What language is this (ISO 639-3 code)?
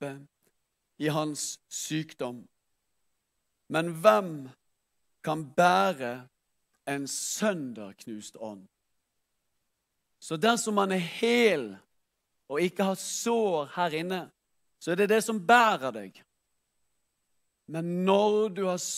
nor